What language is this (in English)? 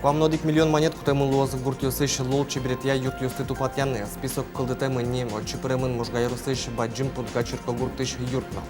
Udmurt